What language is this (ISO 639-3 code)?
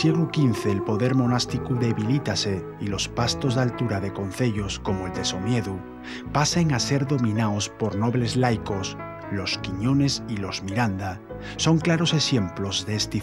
ast